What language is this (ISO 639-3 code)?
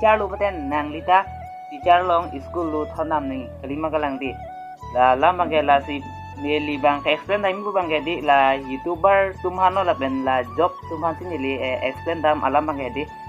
mjw